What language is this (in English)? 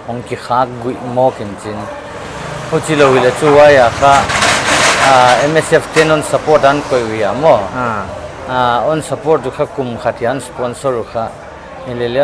Paite Chin